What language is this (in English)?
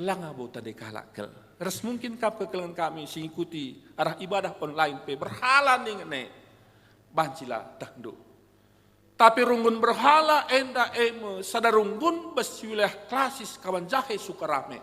Batak Karo